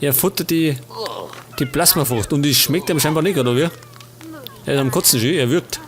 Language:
Bavarian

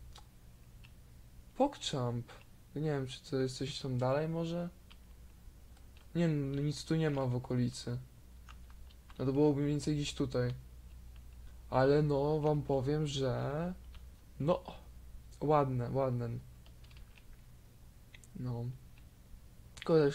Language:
Polish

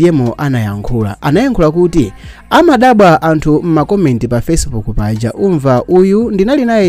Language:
Nyanja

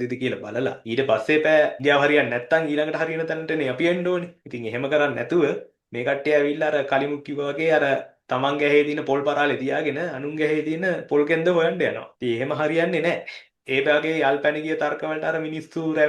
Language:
Sinhala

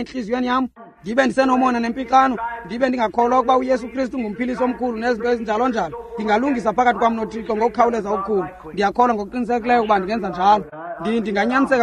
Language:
Xhosa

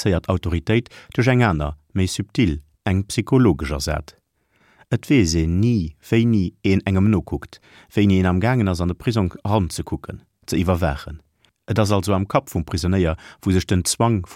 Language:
Luxembourgish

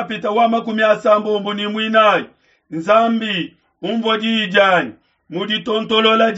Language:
Luba-Lulua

